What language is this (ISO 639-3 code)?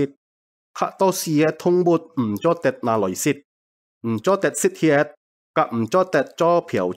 hak